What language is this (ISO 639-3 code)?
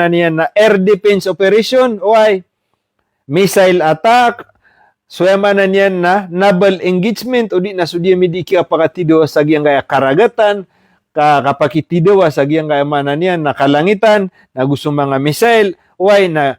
mrw